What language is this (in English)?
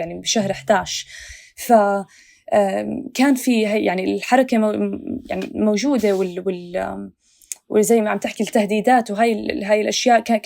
North Levantine Arabic